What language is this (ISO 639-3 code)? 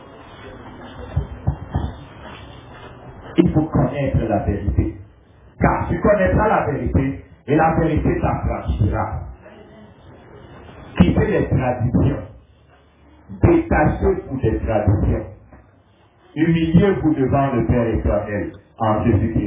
fra